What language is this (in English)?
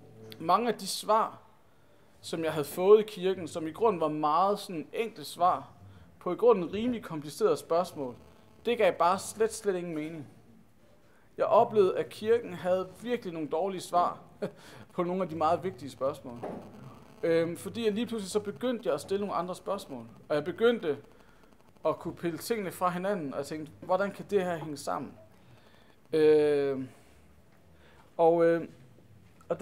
Danish